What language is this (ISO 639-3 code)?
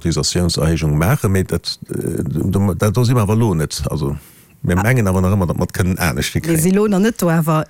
ltz